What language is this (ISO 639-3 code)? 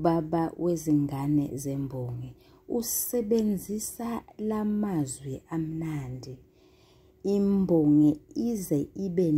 zul